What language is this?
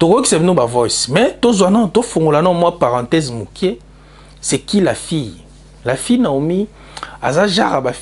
Lingala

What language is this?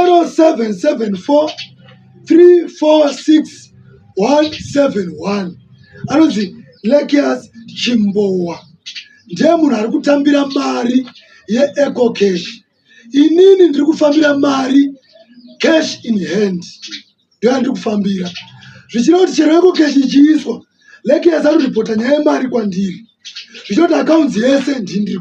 Shona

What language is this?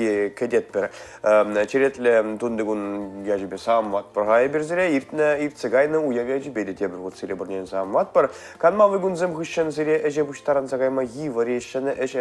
Chuvash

